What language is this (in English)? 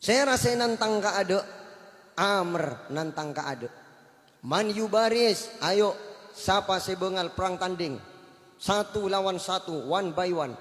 Madurese